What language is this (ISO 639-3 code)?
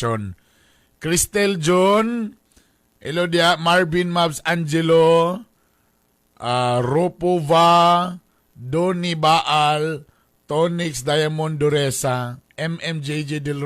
ceb